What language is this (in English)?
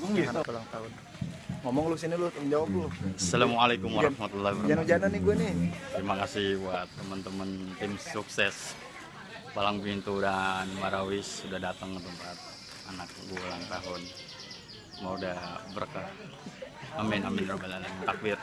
Betawi